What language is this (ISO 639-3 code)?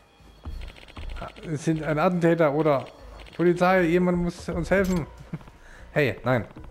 deu